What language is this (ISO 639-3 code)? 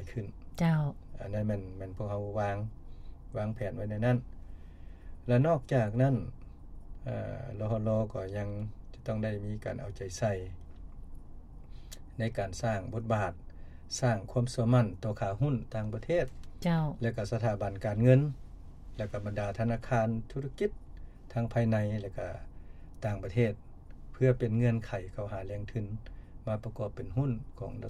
lao